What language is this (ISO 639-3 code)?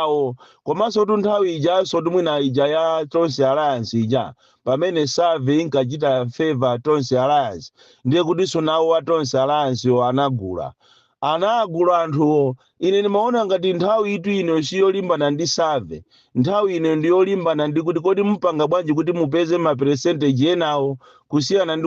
nya